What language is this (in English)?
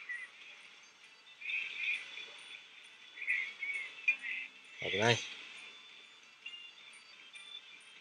Japanese